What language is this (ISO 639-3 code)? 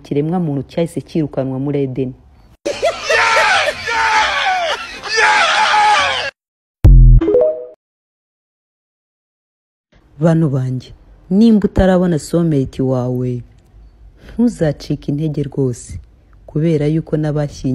kin